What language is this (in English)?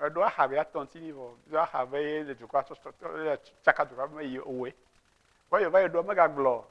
Ewe